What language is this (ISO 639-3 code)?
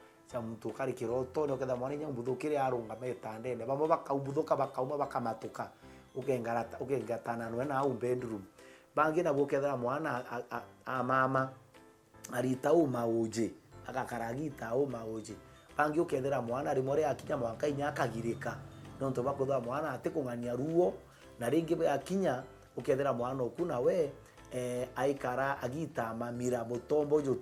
mer